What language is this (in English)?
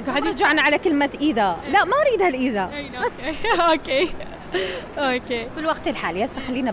Mesopotamian Arabic